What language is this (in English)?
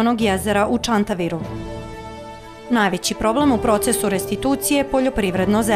Serbian